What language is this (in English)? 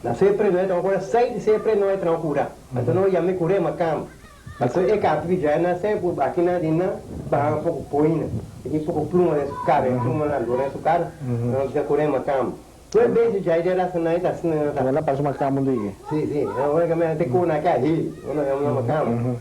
Papiamento